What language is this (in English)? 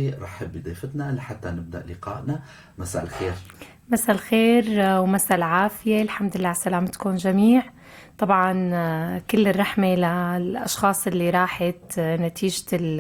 North Levantine Arabic